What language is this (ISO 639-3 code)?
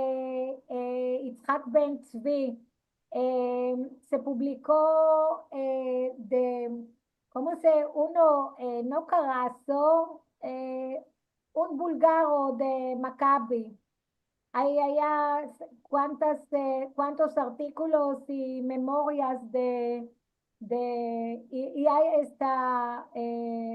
lad